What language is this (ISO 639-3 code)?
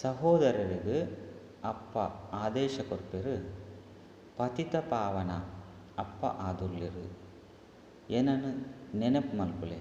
tcy